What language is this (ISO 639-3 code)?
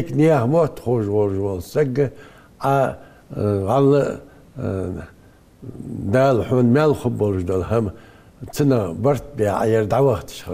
inh